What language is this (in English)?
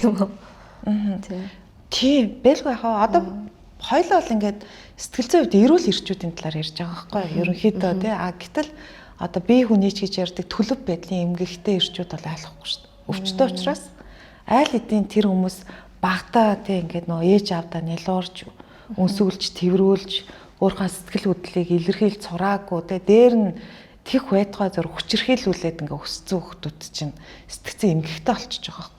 Mongolian